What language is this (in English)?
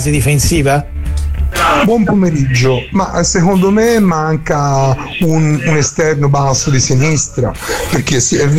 Italian